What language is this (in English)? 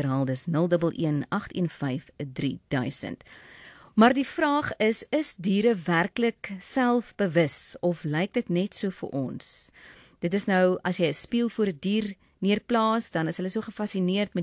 Afrikaans